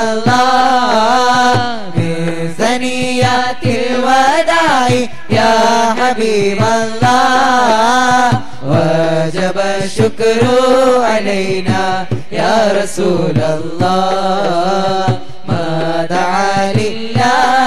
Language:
Malayalam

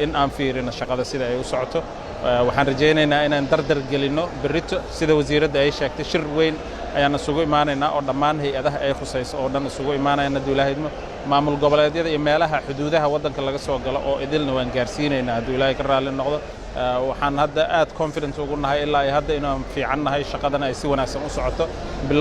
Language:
Somali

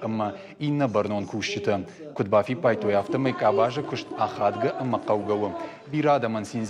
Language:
Ossetic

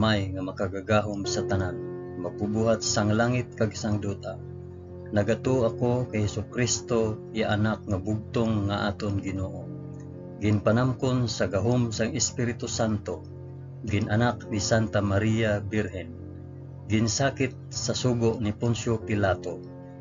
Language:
Hiligaynon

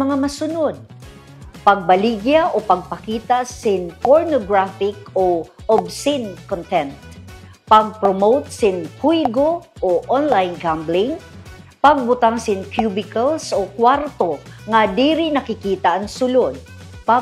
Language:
Waray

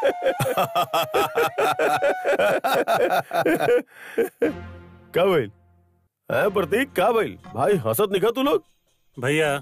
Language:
Bhojpuri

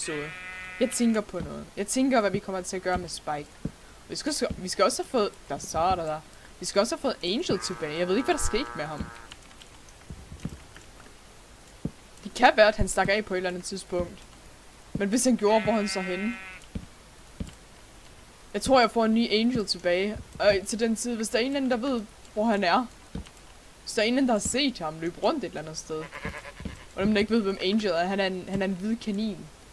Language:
Danish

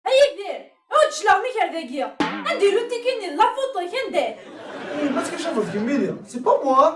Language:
Kabyle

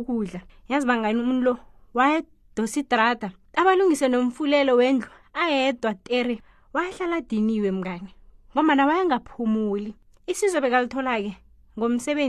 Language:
South Ndebele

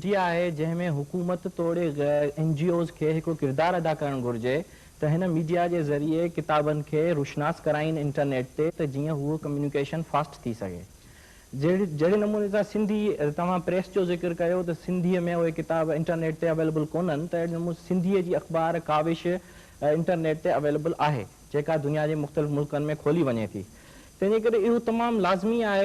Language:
Sindhi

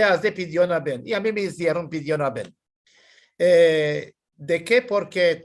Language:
Ladino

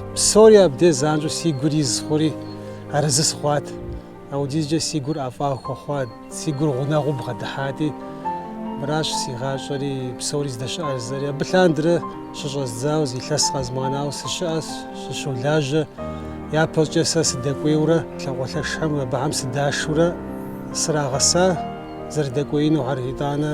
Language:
Kabardian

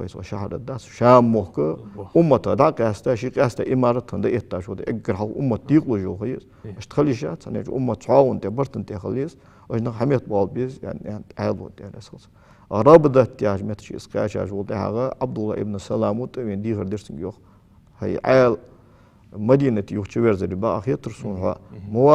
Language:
Ingush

